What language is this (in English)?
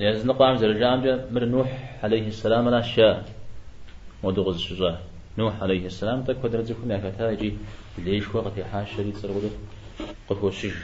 Kabardian